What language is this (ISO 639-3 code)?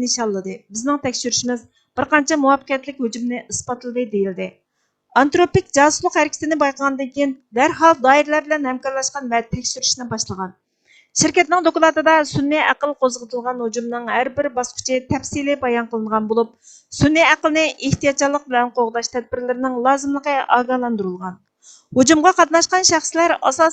uig